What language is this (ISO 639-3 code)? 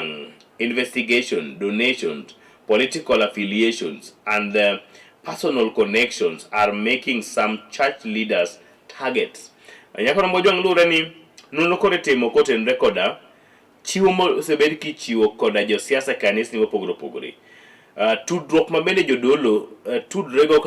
luo